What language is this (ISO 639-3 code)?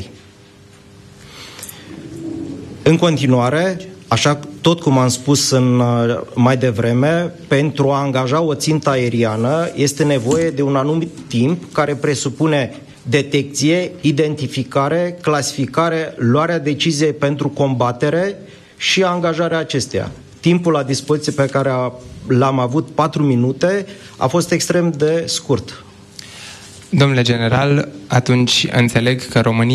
ron